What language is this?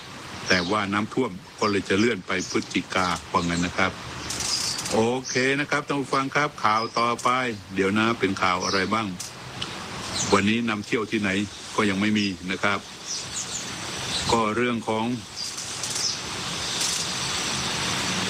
Thai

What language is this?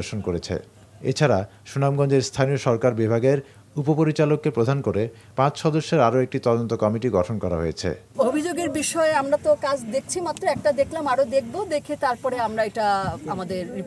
Bangla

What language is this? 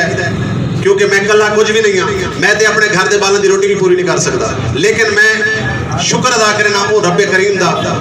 Saraiki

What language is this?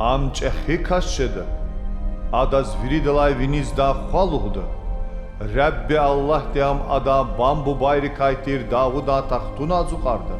Lezghian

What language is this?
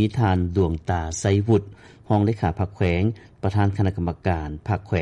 Lao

